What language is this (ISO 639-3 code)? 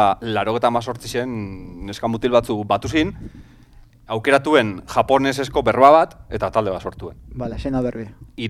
eus